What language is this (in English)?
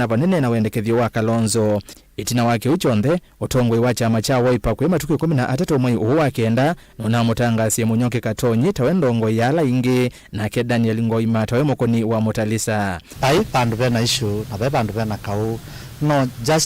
Kamba